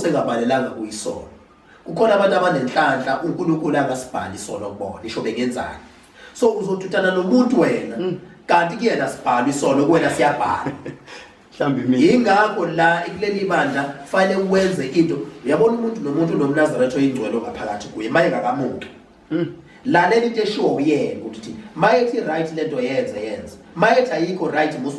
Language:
Zulu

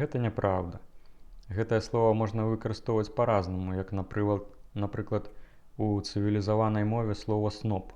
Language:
Belarusian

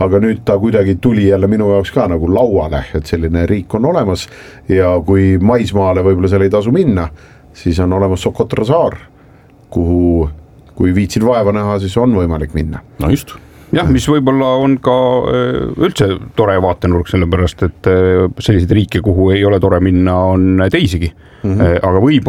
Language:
Estonian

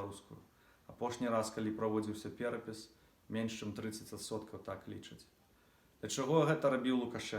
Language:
Belarusian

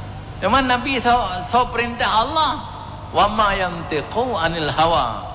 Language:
Achinese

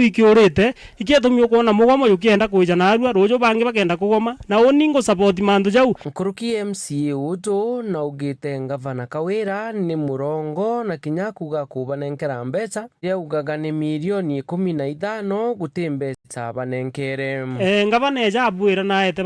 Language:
Meru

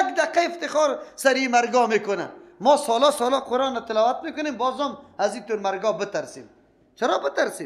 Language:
Persian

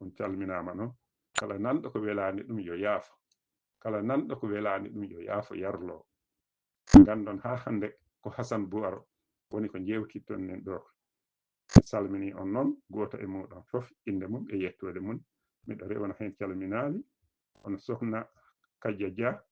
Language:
Fula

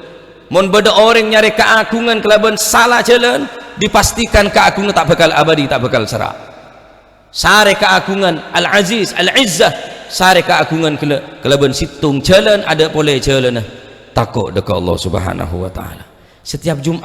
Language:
Madurese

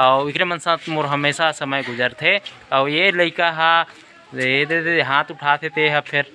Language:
Chhattisgarhi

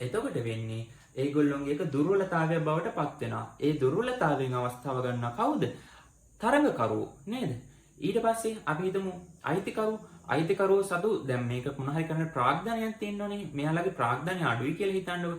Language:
Sinhala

